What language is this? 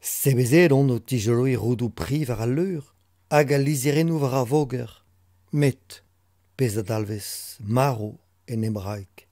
Breton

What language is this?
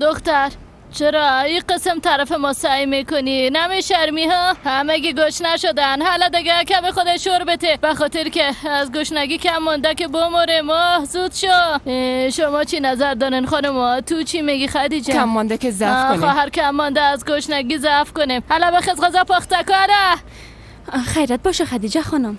Persian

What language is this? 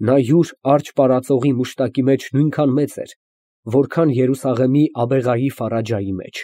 Armenian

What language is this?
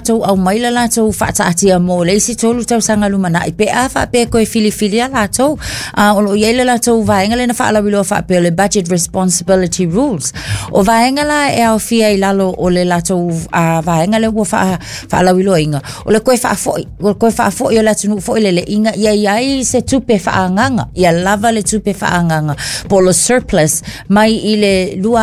Samoan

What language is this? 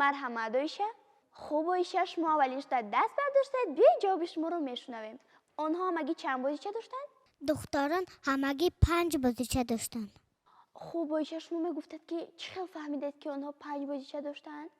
Tajik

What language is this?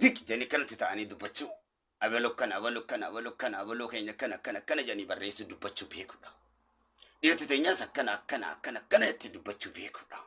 Oromo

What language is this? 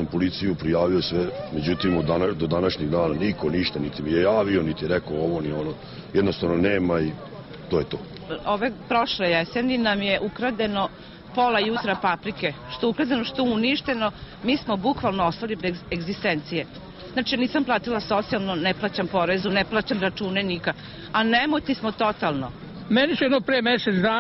Serbian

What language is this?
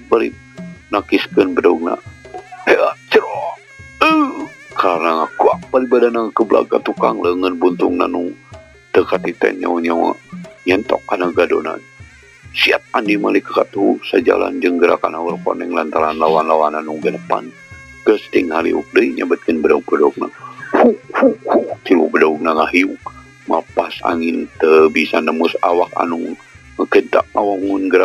Sundanese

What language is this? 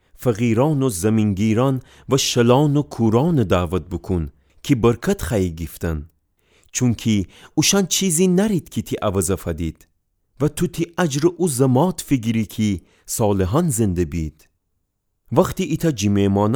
Gilaki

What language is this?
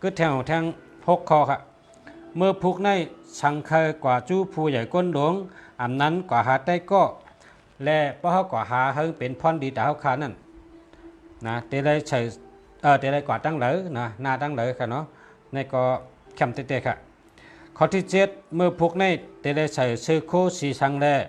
Shan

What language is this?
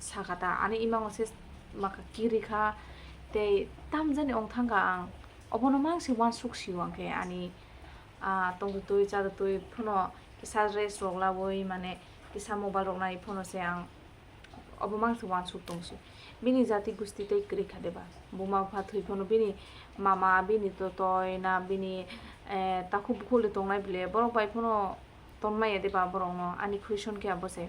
Kok Borok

